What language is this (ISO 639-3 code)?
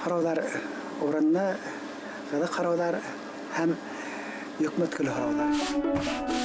bak